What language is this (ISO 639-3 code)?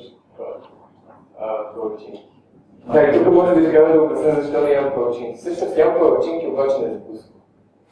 bul